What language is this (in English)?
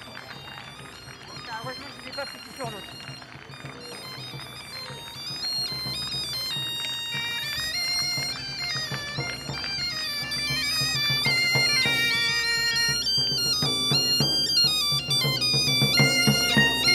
French